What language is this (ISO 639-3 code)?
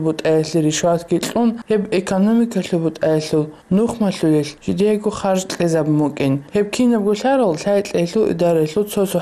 ava